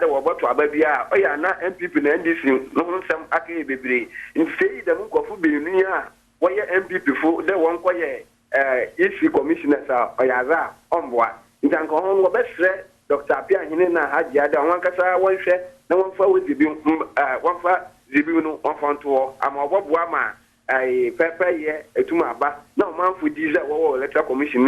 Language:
Akan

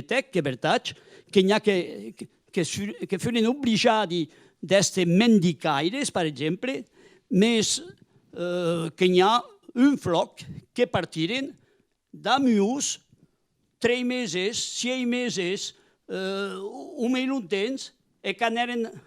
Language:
Occitan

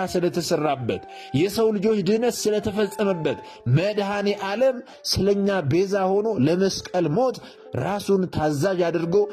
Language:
Amharic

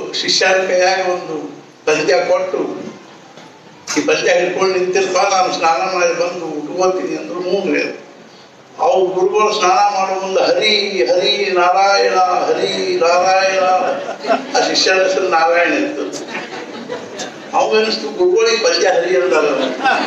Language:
Kannada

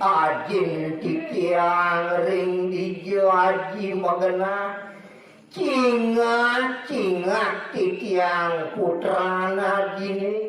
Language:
Balinese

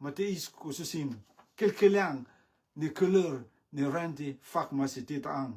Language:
Rotuman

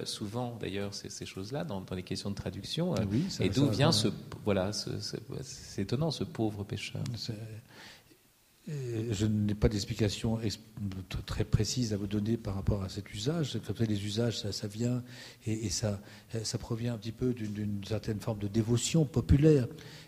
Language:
French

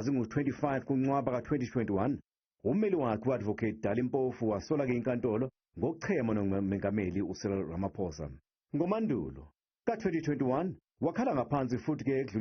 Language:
Zulu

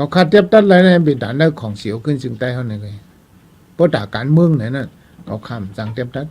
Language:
Shan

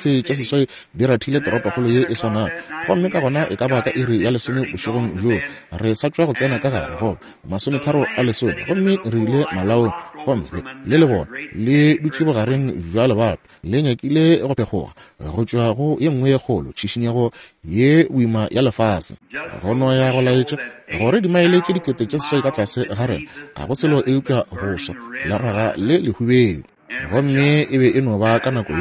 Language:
Northern Sotho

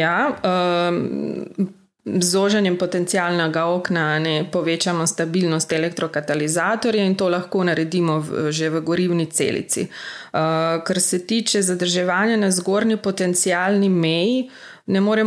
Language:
Slovenian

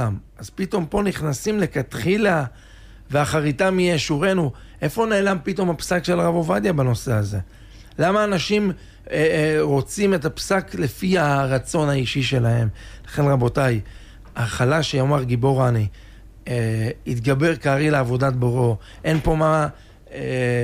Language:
Hebrew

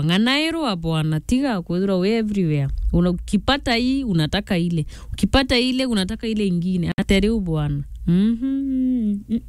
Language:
Meru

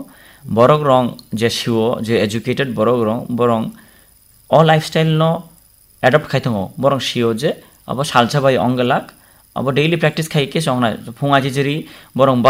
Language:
Kok Borok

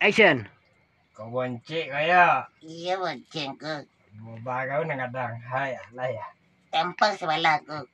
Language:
Minangkabau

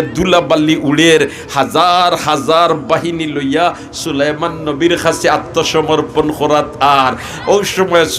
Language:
Sylheti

